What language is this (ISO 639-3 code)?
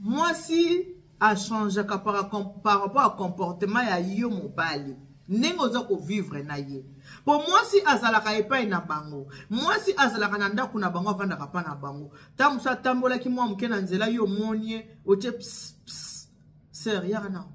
lin